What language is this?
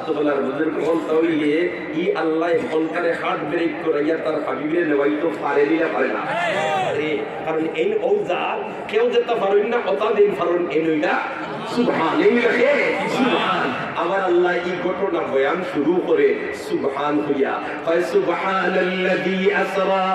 Sylheti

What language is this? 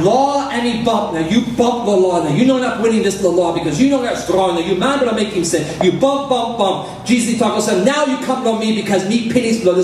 Tok Pisin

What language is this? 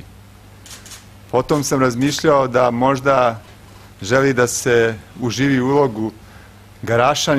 Serbian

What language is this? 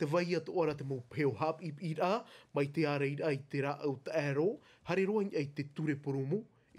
Tahitian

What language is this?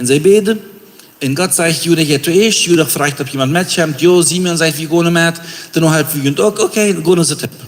Plautdietsch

